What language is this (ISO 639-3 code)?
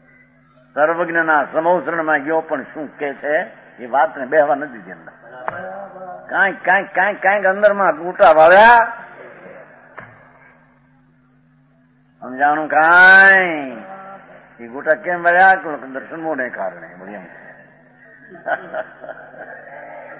guj